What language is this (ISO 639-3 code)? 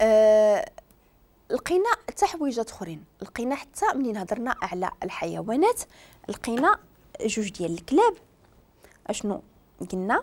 ary